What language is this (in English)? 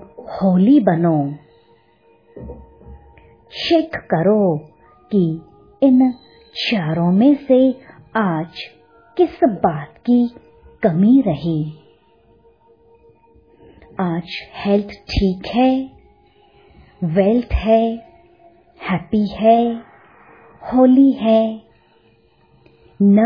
Hindi